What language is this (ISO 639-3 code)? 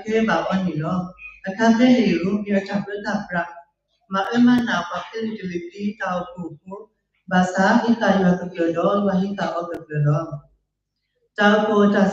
ksw